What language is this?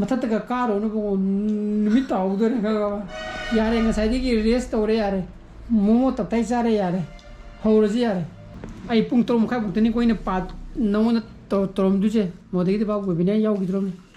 Manipuri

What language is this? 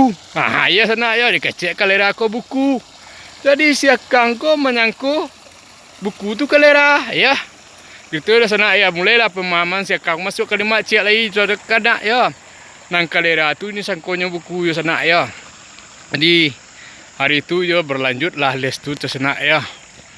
Minangkabau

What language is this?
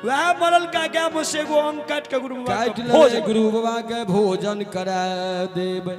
Maithili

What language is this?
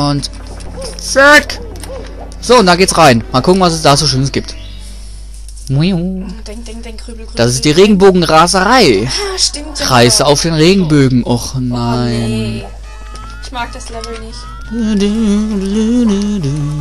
German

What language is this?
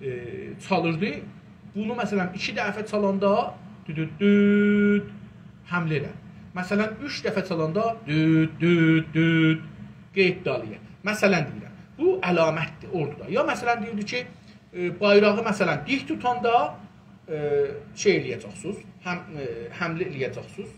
South Azerbaijani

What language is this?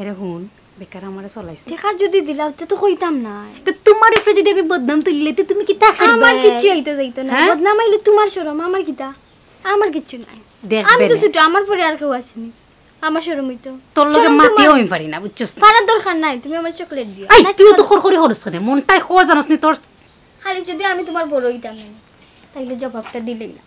Sylheti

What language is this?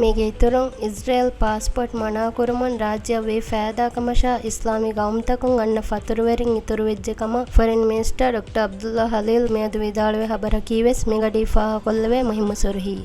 Divehi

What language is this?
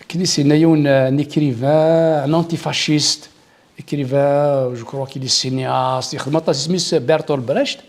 Kabyle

